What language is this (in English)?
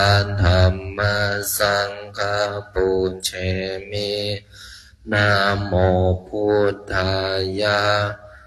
Pali